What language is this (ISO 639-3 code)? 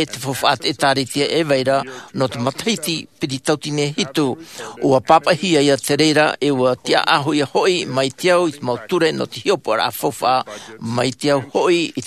tah